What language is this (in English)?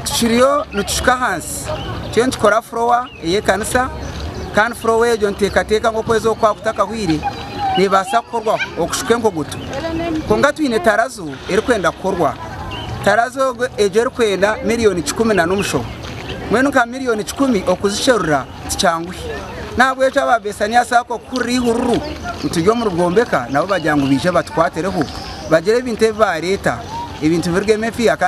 Nyankole